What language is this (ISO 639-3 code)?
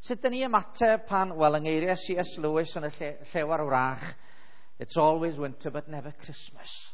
cym